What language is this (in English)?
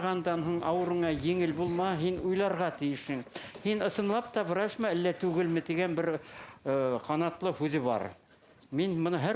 Bashkir